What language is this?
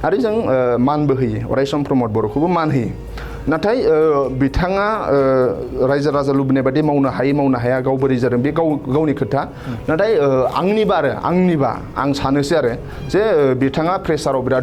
Bodo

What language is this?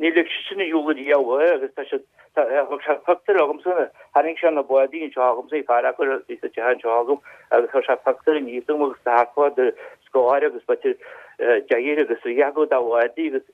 Irish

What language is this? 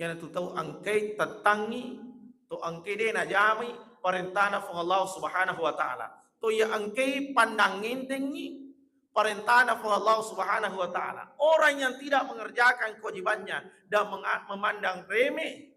Buginese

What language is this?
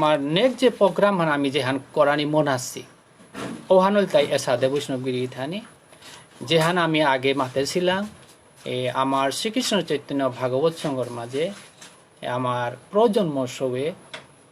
Bishnupriya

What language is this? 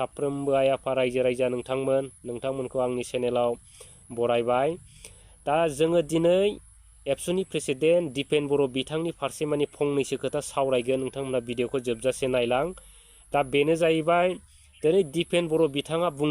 Bodo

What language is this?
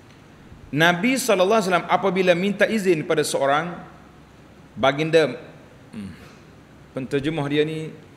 Malay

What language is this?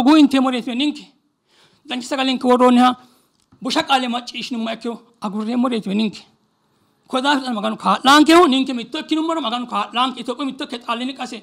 Sidamo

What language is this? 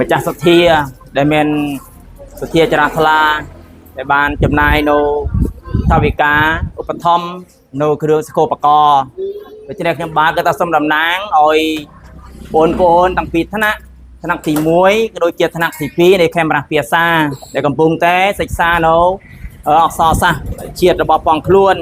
Khmer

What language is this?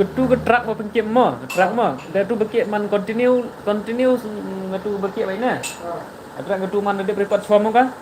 Khasi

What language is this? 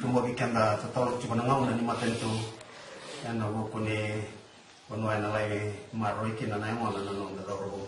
Fijian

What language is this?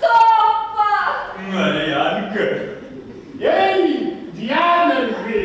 Kabardian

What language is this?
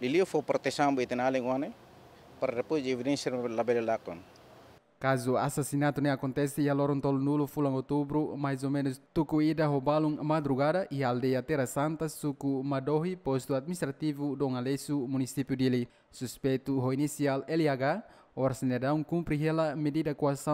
Tetum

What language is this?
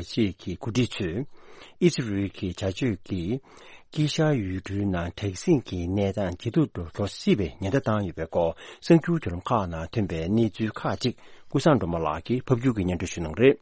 Tibetan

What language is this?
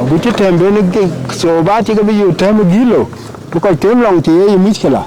Dinka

